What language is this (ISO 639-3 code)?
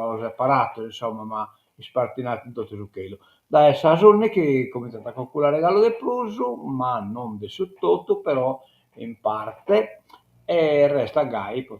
srd